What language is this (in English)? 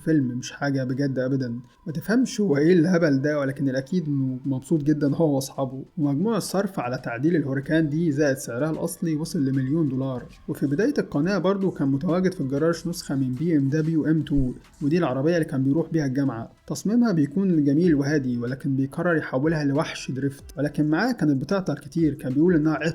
Egyptian Arabic